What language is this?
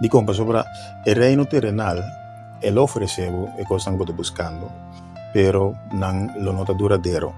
Papiamento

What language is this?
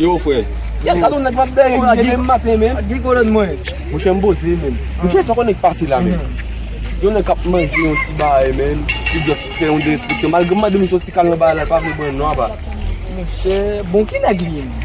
Haitian Creole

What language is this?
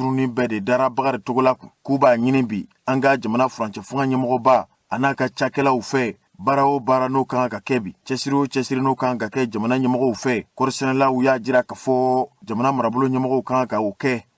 Bambara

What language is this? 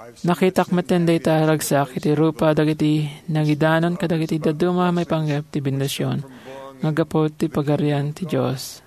Iloko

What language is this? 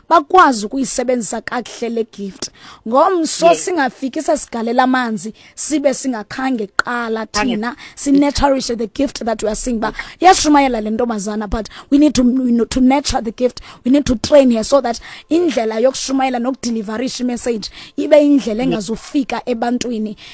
Xhosa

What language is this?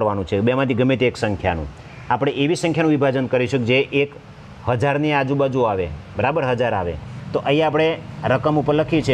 Gujarati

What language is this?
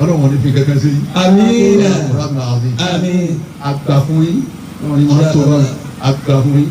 Yoruba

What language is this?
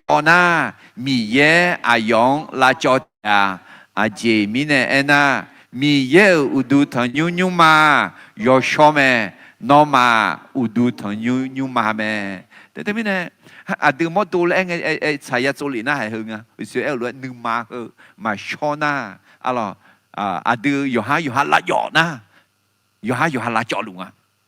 Akha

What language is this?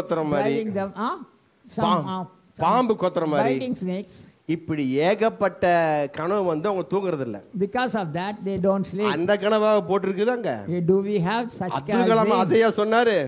Tamil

